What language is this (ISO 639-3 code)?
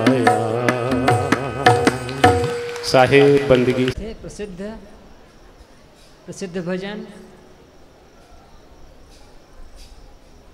hin